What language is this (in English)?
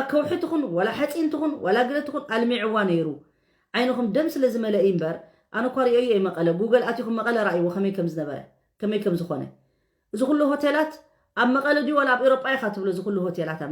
Tigrinya